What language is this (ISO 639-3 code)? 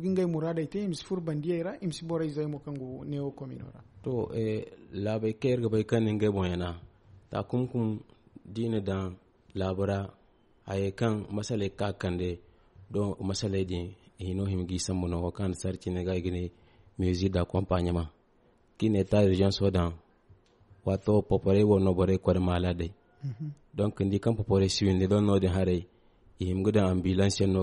dje